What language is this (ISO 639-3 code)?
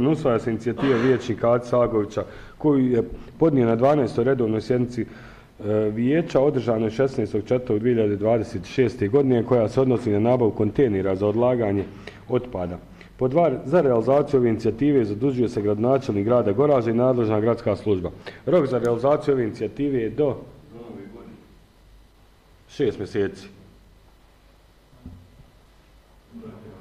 bos